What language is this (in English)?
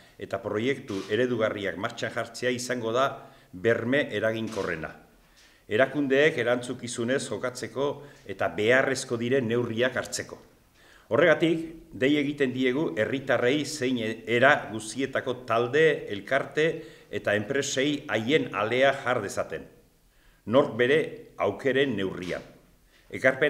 Basque